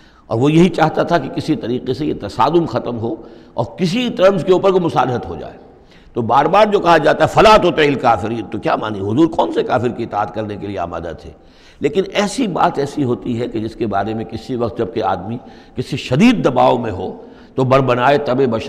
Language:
Urdu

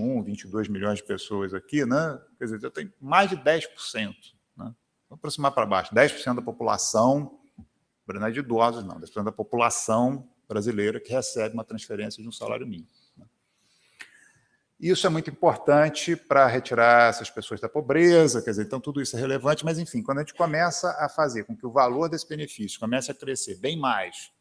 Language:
Portuguese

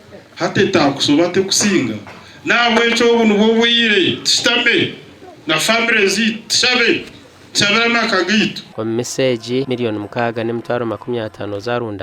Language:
Nyankole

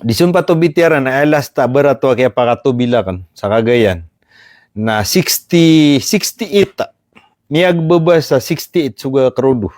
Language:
Maranao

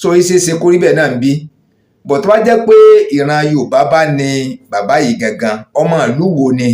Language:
Yoruba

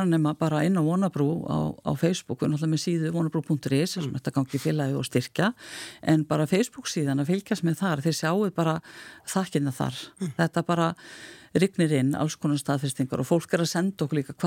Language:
Icelandic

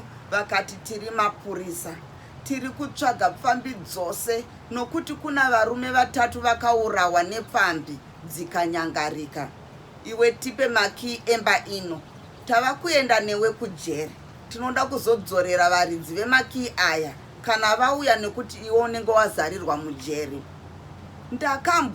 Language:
Shona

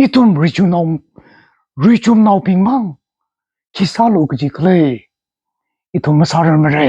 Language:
Tangkhul Naga (India)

